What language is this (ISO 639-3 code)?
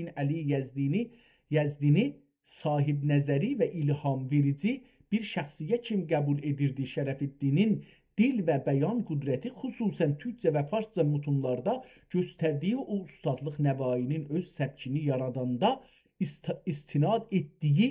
azb